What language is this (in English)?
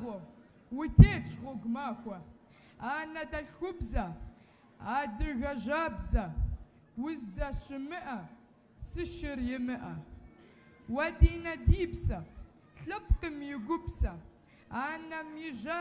Kabardian